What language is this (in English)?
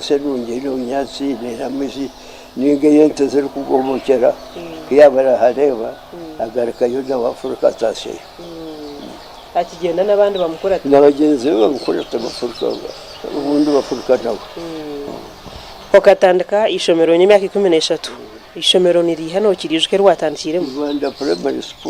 Nyankole